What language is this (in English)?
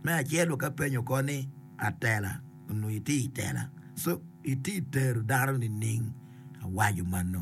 Acoli